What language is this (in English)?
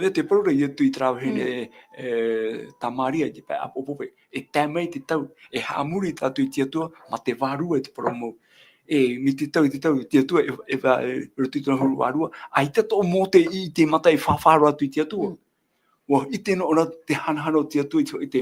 Tahitian